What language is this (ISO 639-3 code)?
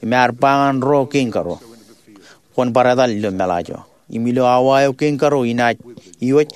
mah